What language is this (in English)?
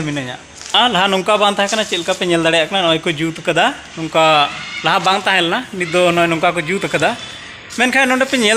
Santali